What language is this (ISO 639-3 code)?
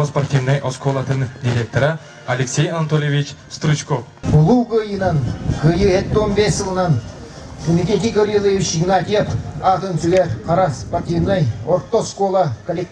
sah